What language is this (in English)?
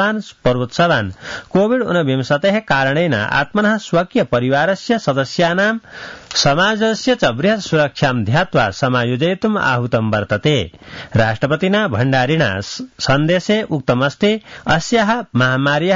Sanskrit